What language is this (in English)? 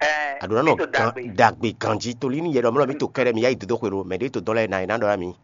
Fon